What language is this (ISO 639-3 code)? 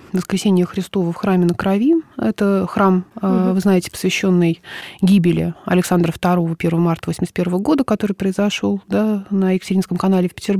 rus